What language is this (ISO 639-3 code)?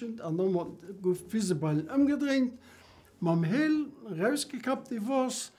ltz